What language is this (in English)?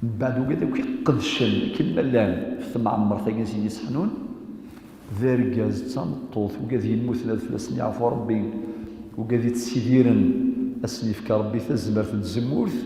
Kabyle